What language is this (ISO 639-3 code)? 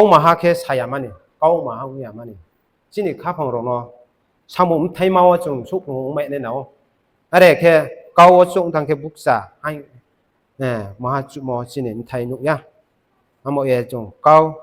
ria